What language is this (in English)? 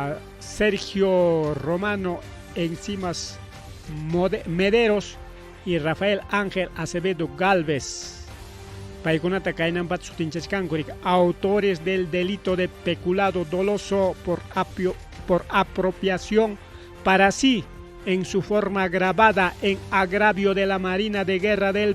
Ayacucho Quechua